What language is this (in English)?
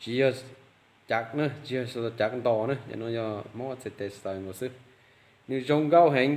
Hmong